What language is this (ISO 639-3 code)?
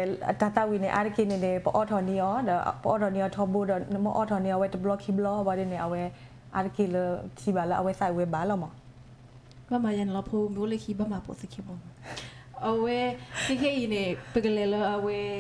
ksw